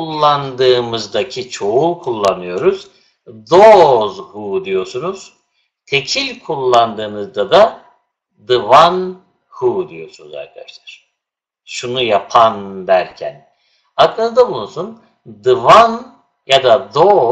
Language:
Turkish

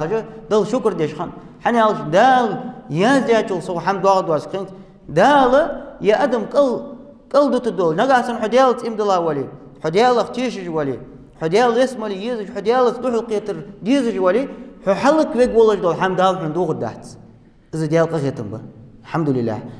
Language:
Ingush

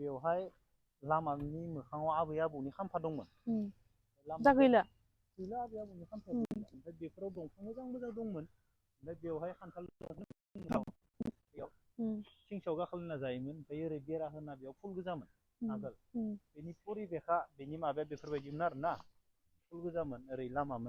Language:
Bodo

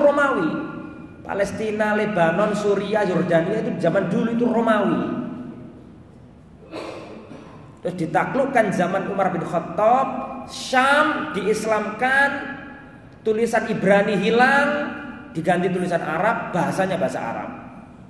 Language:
Indonesian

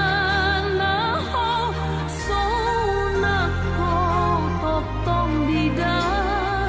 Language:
Batak Toba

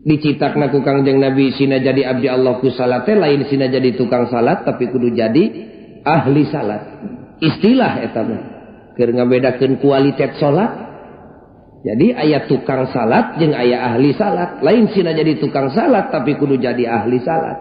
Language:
Sundanese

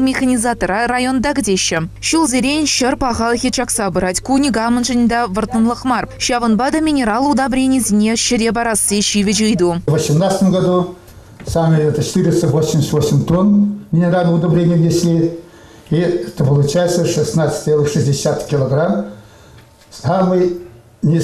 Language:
Chuvash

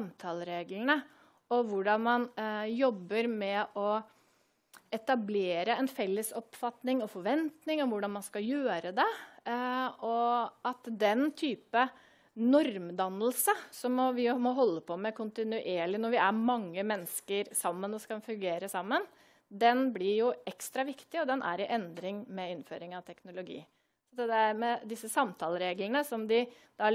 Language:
Norwegian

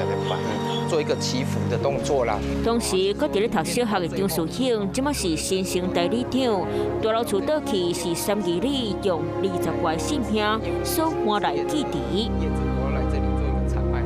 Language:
Min Nan Chinese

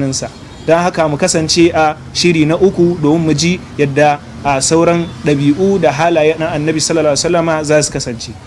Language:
Hausa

